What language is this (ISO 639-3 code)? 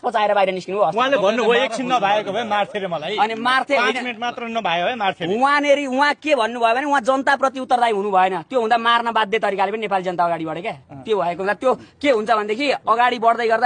nep